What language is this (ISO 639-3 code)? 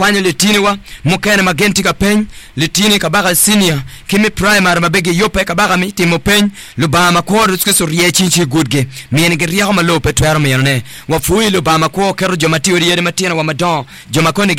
ach